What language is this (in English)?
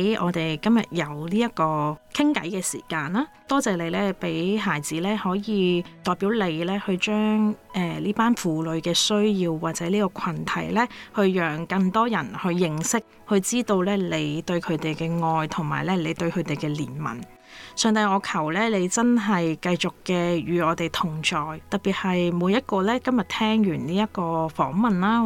Cantonese